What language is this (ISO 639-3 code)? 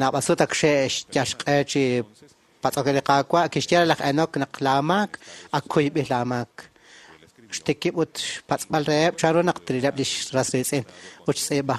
kek